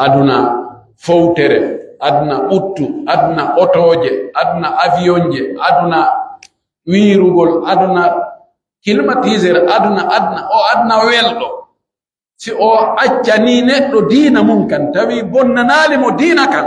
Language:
Pular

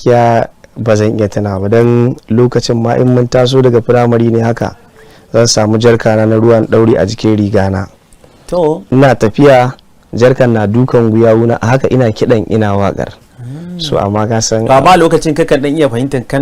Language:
Hausa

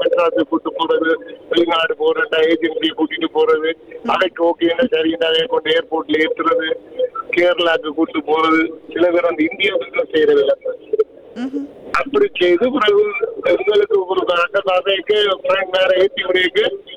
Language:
Tamil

